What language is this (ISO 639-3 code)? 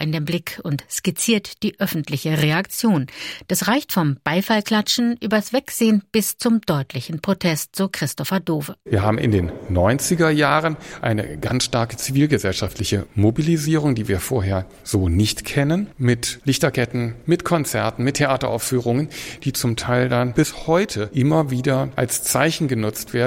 deu